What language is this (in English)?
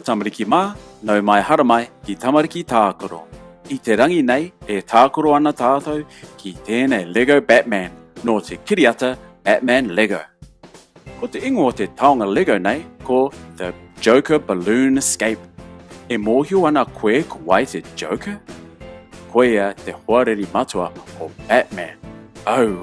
Māori